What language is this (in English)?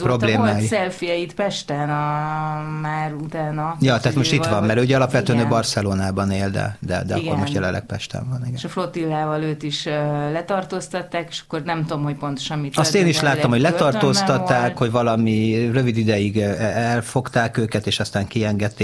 Hungarian